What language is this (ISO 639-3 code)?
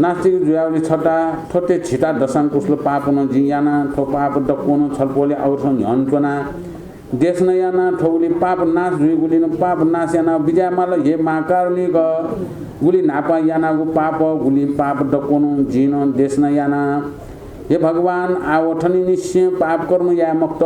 new